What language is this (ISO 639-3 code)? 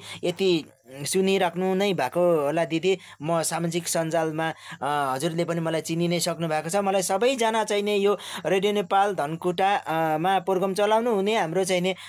nep